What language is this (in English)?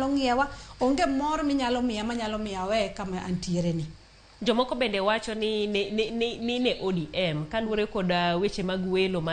Luo (Kenya and Tanzania)